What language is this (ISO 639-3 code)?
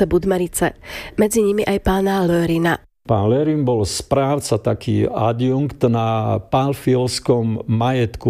slk